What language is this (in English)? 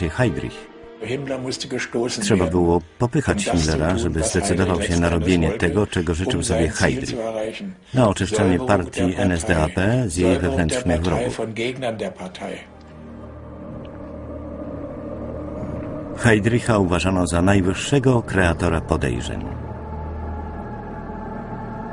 Polish